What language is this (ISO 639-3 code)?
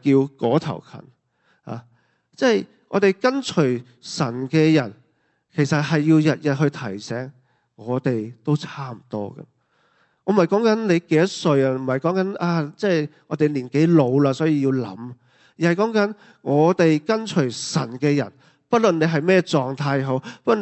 yue